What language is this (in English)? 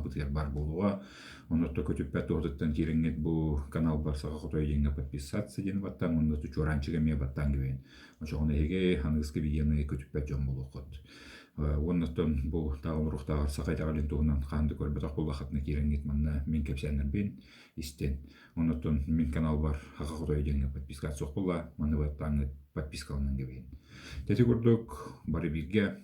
Yakut